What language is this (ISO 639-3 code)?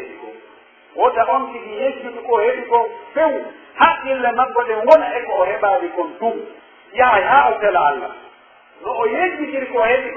fuf